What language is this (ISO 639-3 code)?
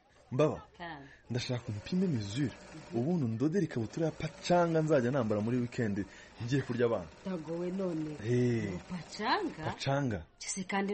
kin